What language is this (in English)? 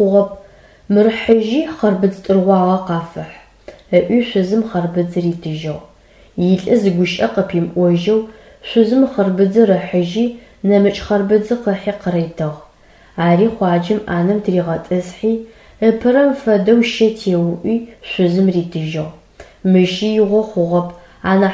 Adyghe